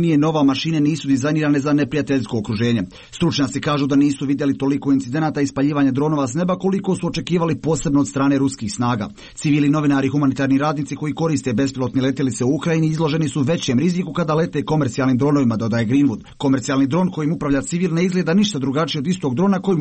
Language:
Croatian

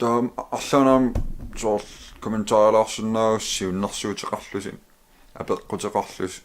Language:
Kalaallisut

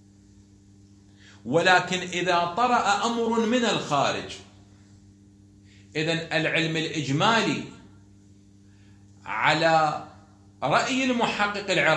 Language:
Arabic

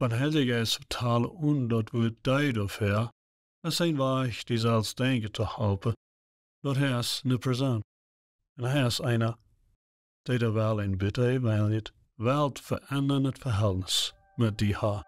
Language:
Plautdietsch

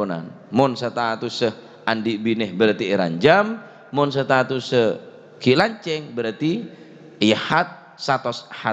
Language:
Madurese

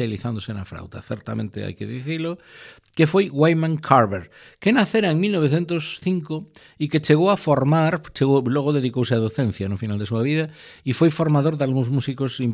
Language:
Galician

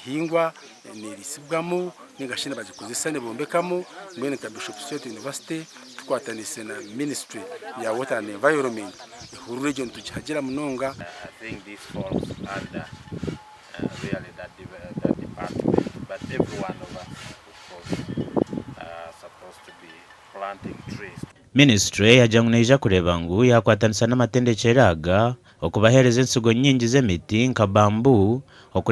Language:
Nyankole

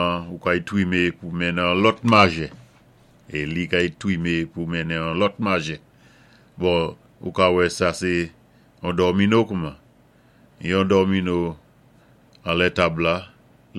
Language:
Saint Lucian Creole French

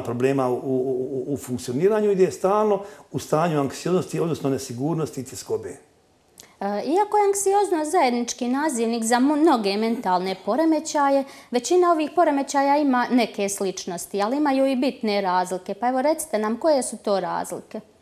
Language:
Croatian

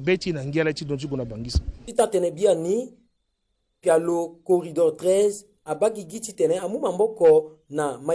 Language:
Sango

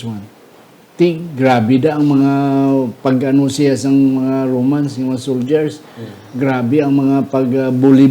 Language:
Hiligaynon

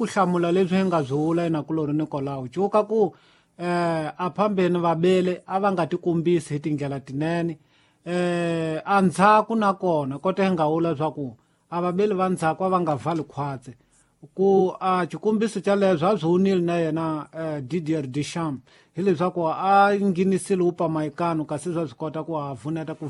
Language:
Tsonga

